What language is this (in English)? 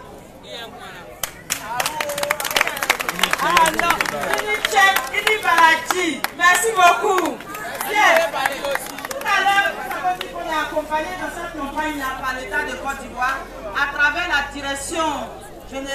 French